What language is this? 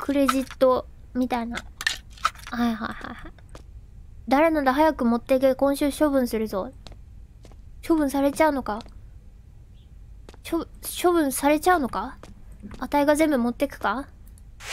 Japanese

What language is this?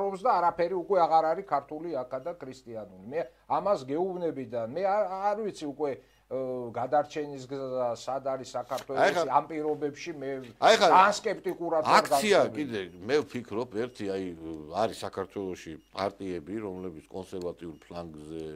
Georgian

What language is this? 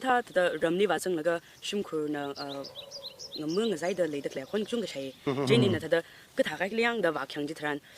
Tangkhul Naga (India)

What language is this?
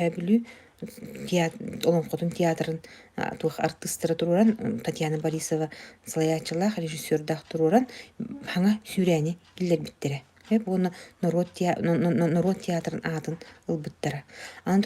Yakut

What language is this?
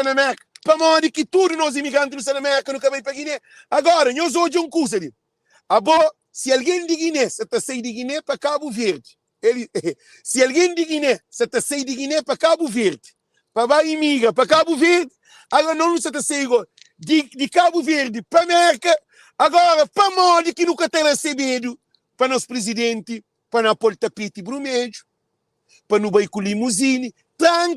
Kabuverdianu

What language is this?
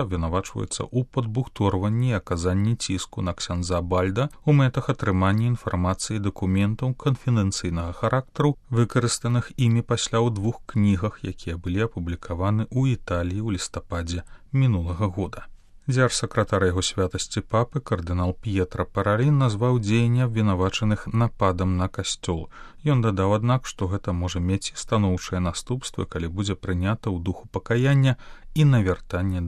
Belarusian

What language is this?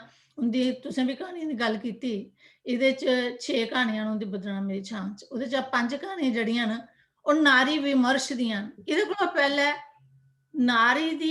Dogri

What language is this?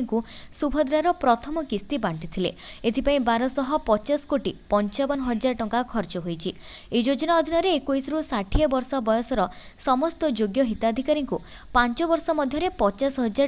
Odia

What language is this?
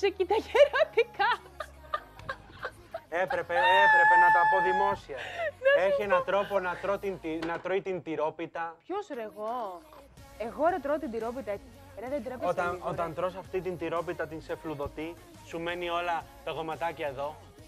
Greek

